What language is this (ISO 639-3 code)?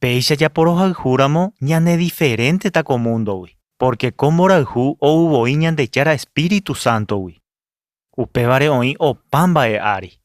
grn